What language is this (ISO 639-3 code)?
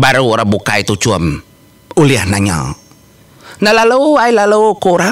iba